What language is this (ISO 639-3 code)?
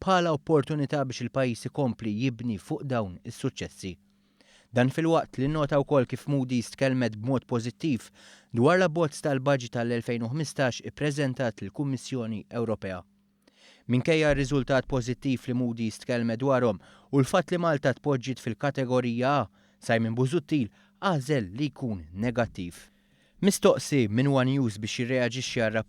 mlt